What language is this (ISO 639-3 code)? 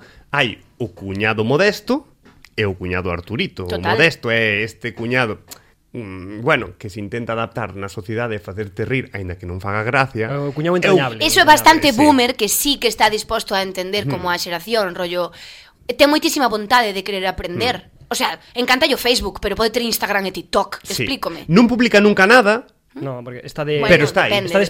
glg